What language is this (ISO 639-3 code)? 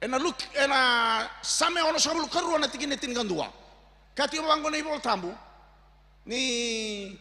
fij